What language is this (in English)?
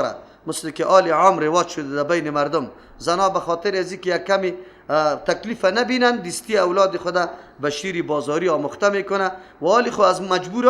Persian